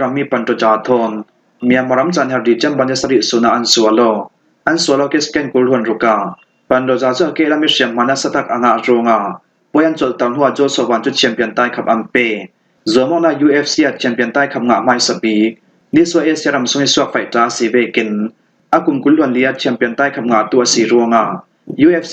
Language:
Falam Chin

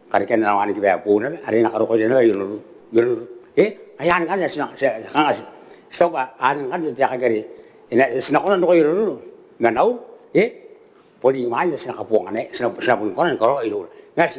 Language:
Gilbertese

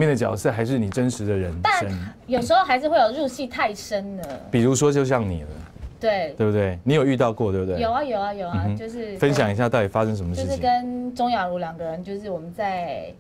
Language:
Chinese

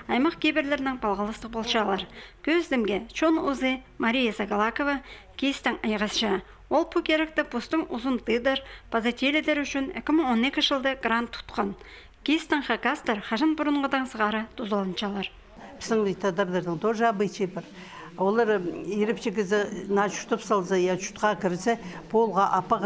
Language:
Khakas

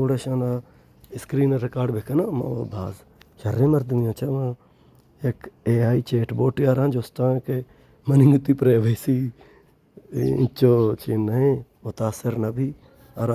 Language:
Baluchi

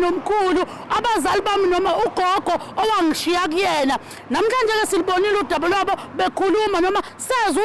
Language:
Zulu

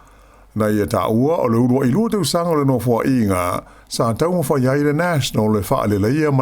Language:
Samoan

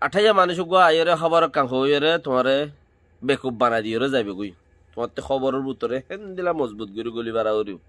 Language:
Rohingya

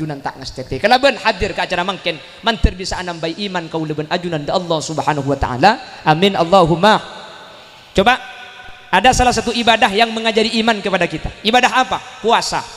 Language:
Madurese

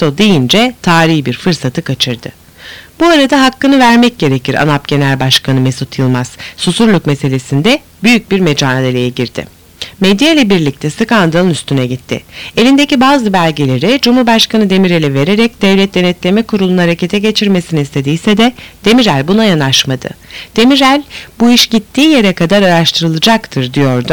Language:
Turkish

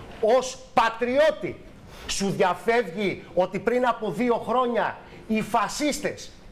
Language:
Greek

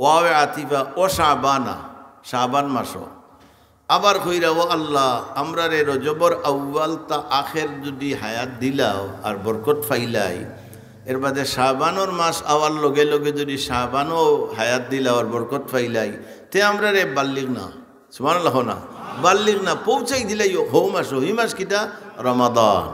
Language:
Sylheti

